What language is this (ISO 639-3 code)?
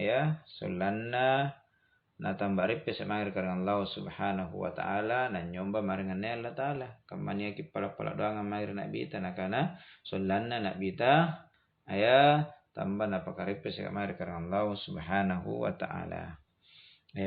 mak